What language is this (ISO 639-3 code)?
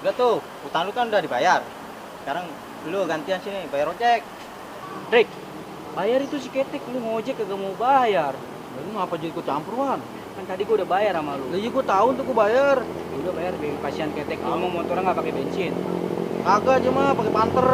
bew